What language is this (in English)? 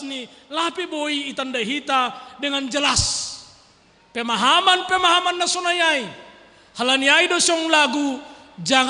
Batak Simalungun